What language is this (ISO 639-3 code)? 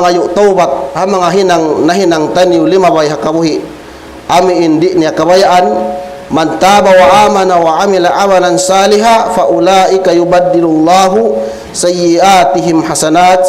tsg